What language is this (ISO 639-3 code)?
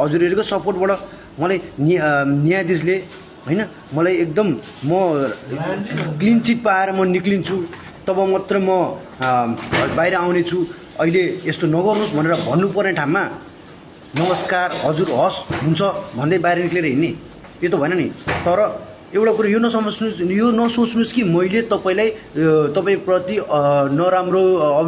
nep